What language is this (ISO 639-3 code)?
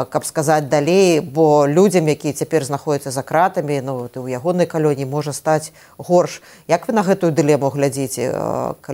bel